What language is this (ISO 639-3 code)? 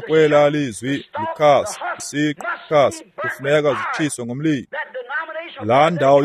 xho